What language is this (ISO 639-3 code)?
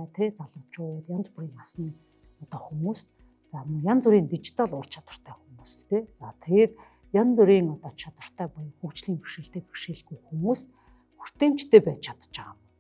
mon